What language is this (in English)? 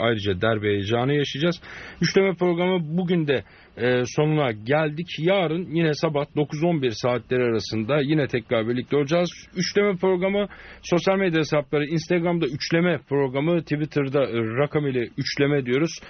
Turkish